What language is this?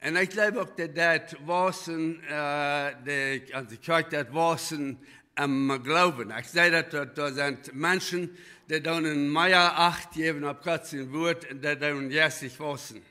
Plautdietsch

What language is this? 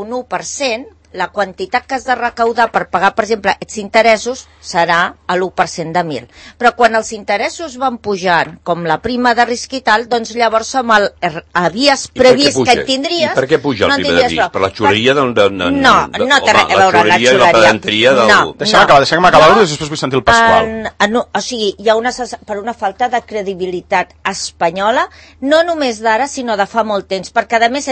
Catalan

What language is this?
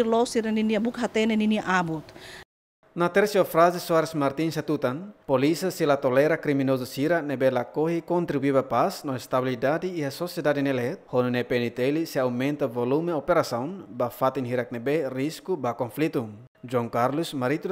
Tetum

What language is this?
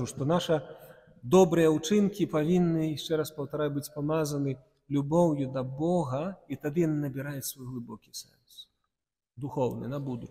Belarusian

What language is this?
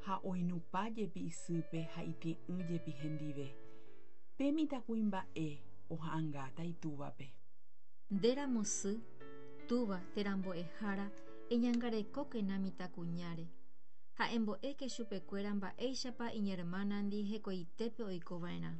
Guarani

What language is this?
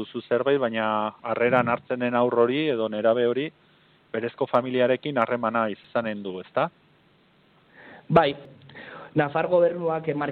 Basque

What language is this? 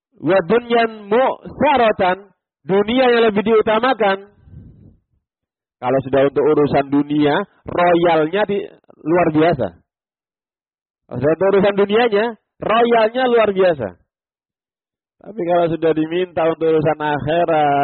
Indonesian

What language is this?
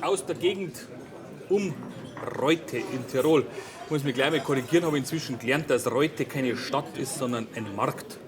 Bavarian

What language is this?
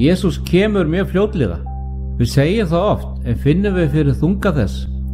Icelandic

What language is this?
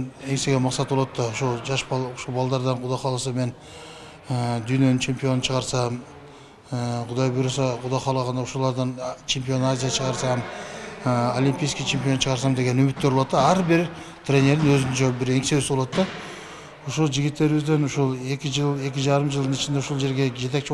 Kyrgyz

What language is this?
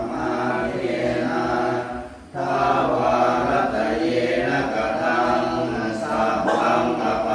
Pali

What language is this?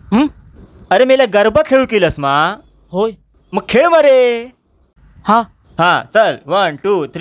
Konkani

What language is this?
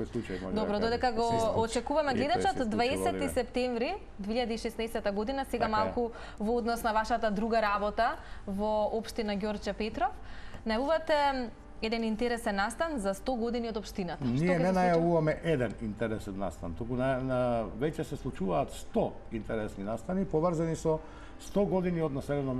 Macedonian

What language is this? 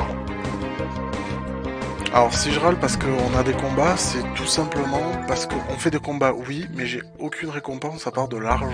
French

